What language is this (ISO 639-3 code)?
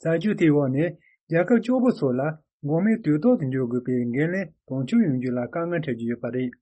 bod